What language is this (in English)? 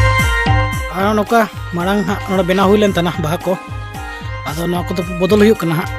Santali